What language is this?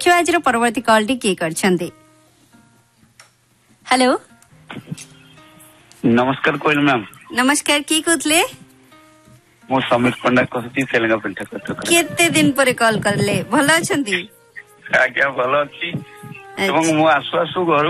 Odia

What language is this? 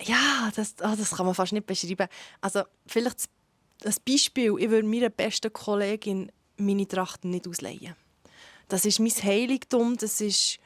Swiss German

